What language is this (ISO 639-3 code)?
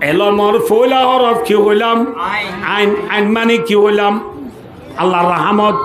rhg